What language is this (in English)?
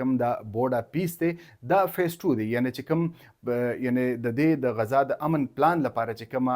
Pashto